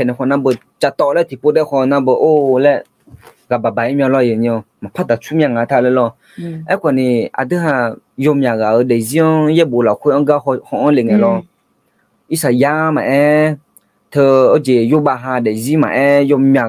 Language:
Akha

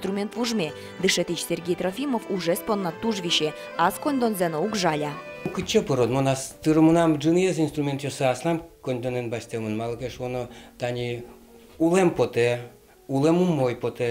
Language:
Udmurt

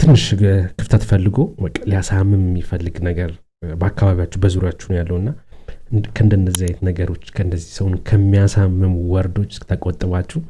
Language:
Amharic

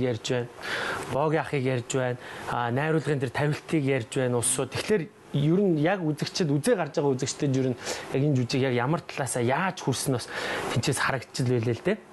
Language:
Mongolian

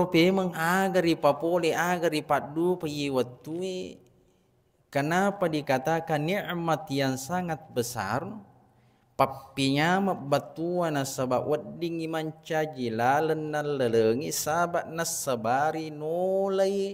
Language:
Buginese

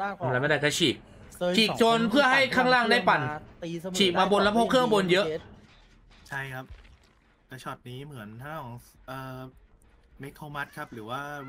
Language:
Thai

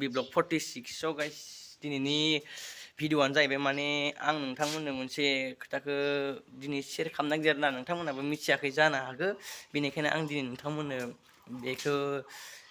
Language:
Bodo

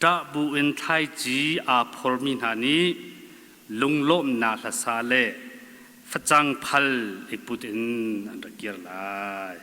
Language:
Hakha Chin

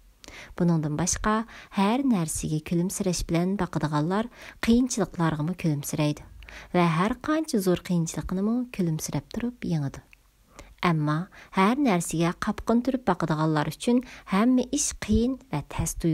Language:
Uyghur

